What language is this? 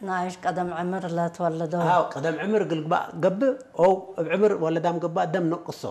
Tigre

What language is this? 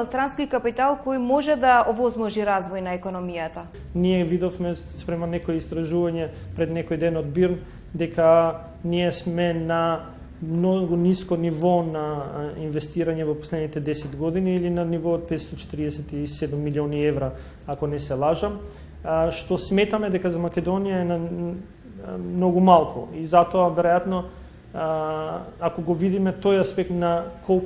Macedonian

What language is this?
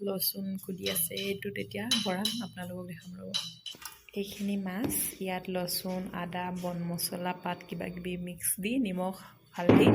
Assamese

